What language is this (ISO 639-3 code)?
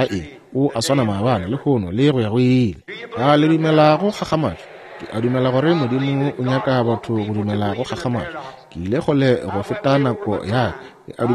nso